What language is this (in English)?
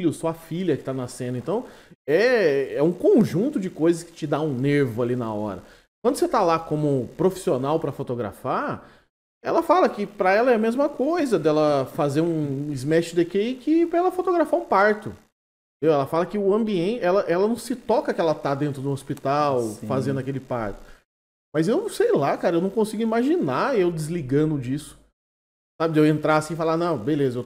Portuguese